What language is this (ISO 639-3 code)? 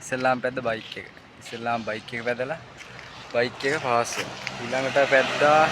sin